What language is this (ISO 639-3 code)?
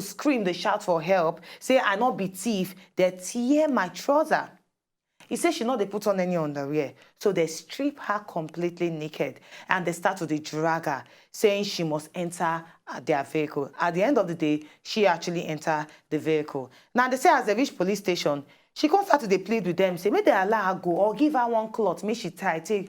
pcm